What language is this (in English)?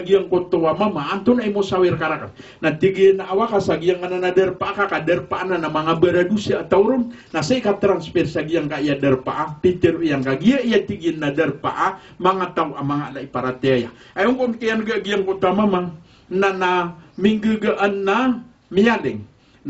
Maranao